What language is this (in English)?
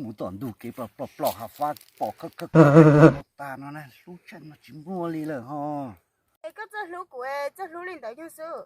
Hmong